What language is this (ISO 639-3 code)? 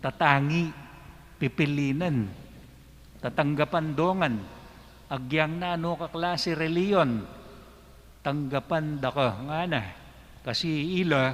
pam